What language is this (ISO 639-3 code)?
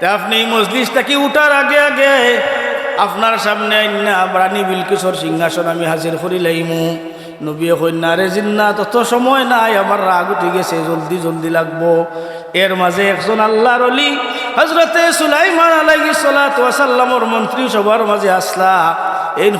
syl